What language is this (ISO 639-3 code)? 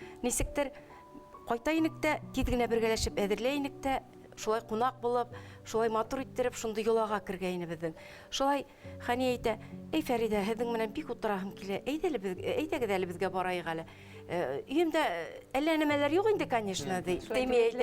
bak